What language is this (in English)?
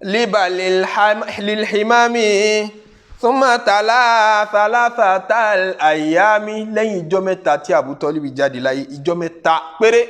Yoruba